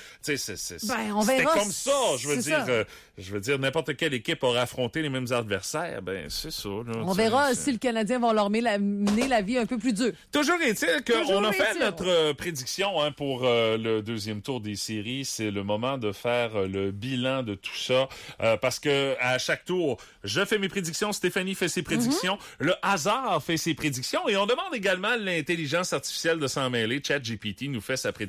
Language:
French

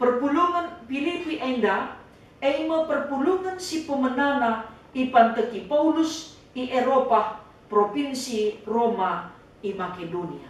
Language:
Batak Karo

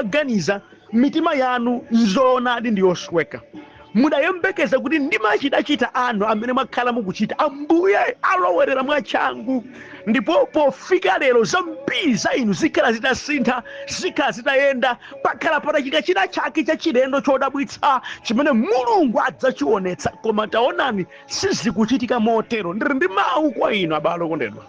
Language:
Nyanja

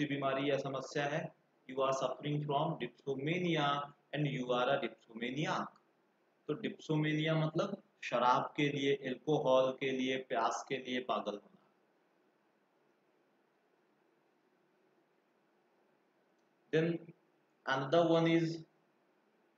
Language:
Hindi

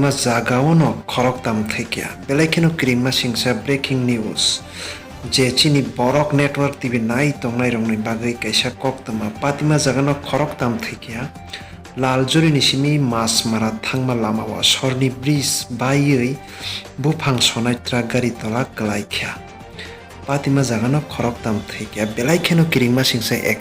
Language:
Kok Borok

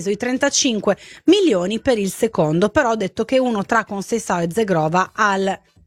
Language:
Italian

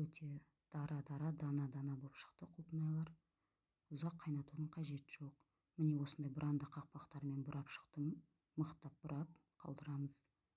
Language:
Kazakh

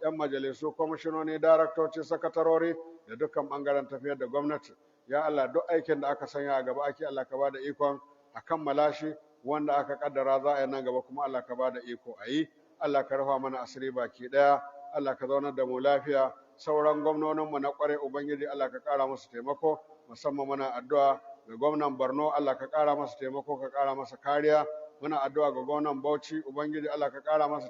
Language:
Hausa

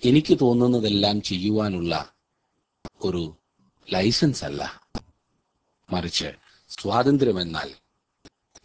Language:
Malayalam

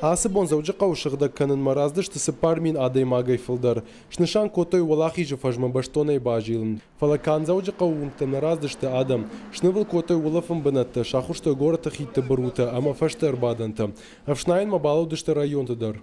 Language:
Ossetic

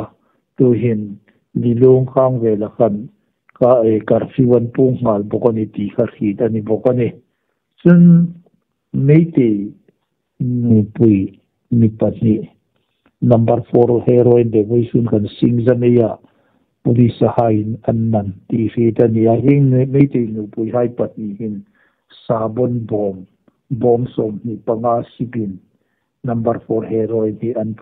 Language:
Hmar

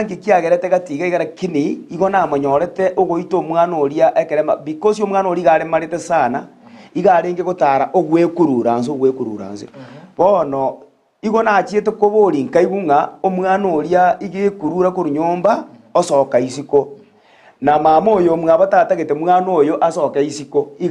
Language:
Gusii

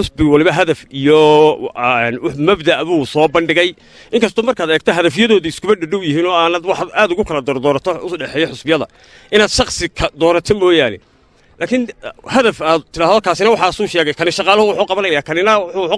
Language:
Somali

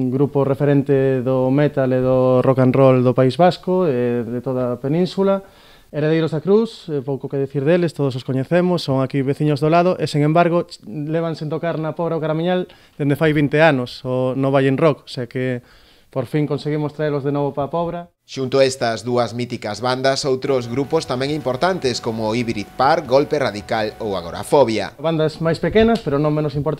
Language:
Galician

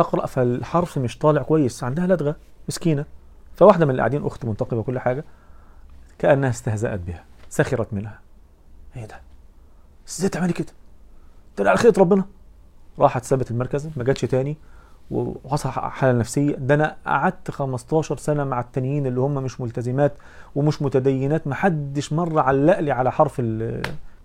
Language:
Egyptian Arabic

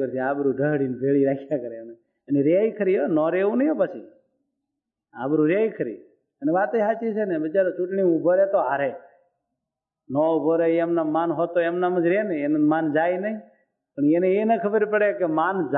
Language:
Gujarati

